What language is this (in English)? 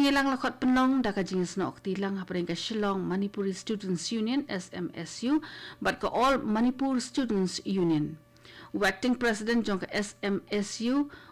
Khasi